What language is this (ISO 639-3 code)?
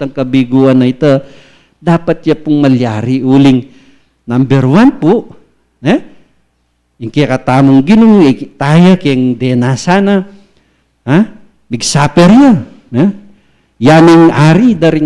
pam